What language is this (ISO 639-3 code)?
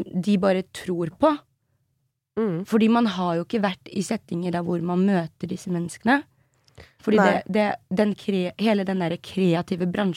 nor